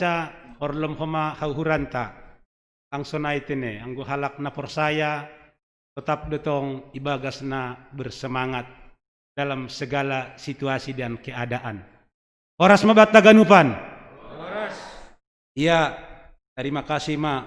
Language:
Batak Simalungun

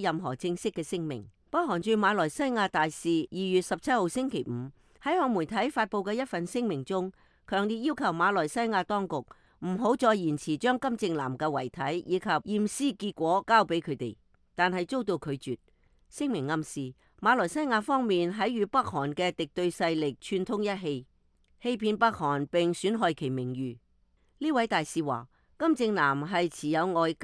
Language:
Cantonese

